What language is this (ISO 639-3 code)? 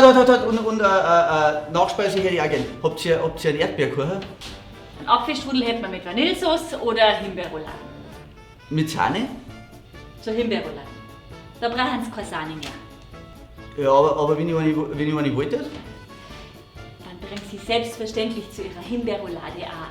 bar